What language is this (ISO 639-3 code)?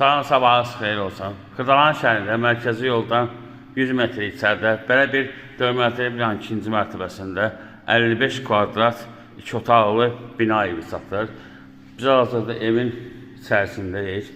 aze